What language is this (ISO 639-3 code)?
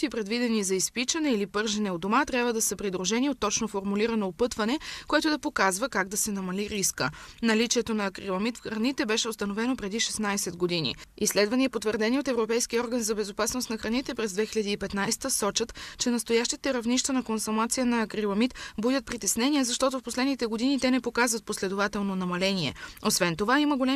bul